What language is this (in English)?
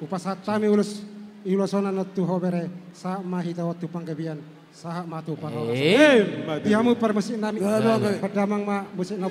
Batak Toba